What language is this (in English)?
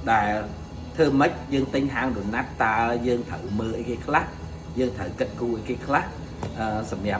Khmer